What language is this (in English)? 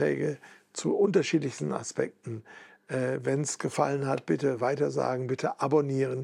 German